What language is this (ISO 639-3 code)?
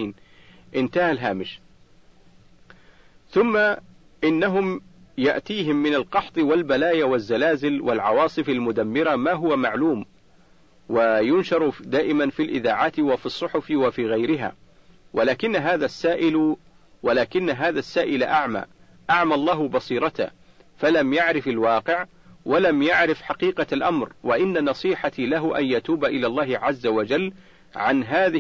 ara